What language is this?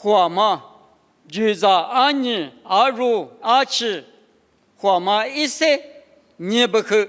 Lisu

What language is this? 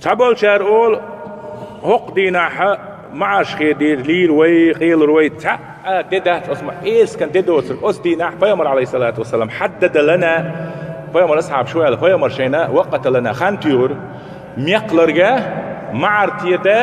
Chechen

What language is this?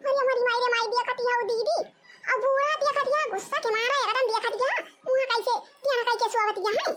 Awadhi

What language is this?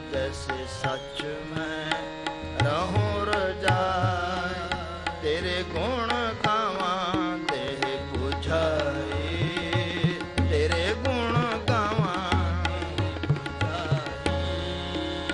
Punjabi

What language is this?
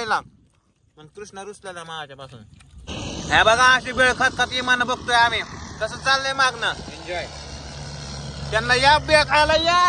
Marathi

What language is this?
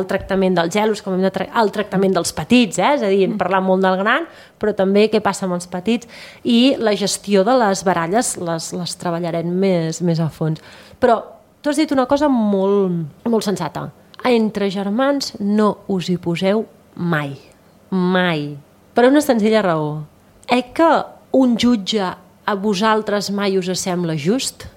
Catalan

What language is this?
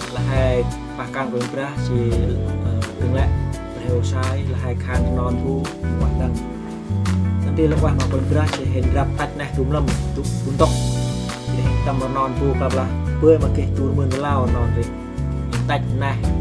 Central Mnong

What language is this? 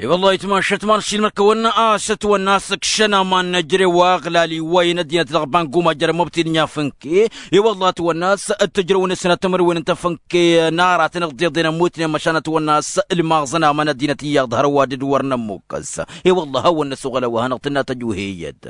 Tamasheq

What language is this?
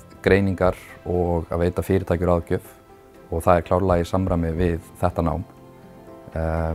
Icelandic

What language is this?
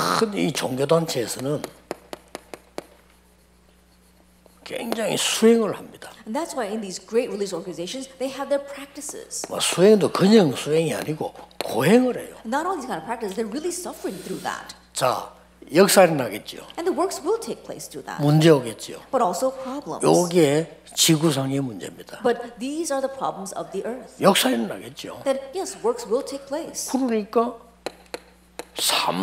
Korean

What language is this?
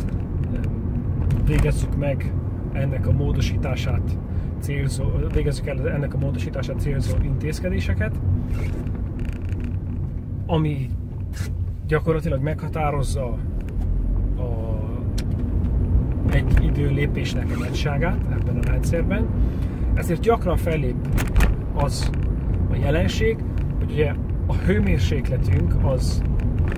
Hungarian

